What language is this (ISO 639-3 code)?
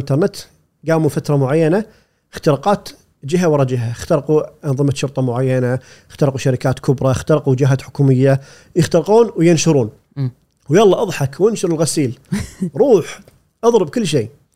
afb